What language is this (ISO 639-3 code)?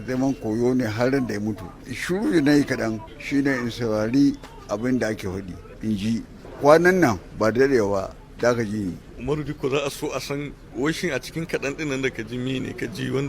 hau